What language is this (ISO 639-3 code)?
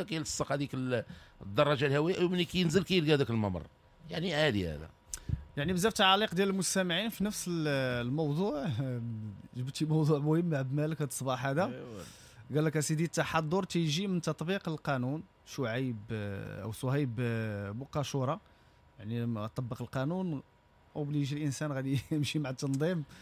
ary